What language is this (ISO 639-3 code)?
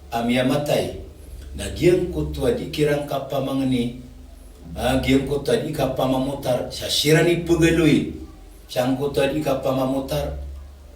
mrw